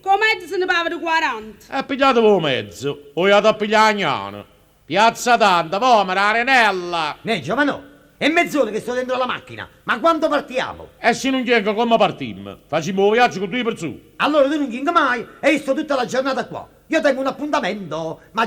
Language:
Neapolitan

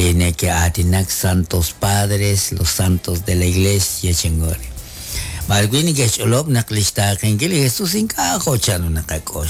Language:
Kekchí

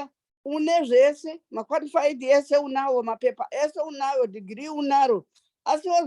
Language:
Shona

